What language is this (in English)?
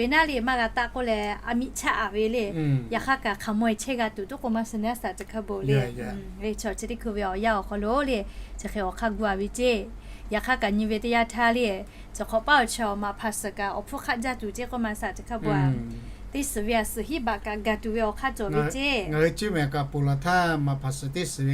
Lahu